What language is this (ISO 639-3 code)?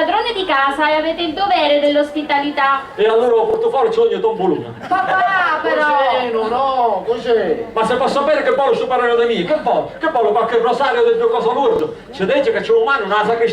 scn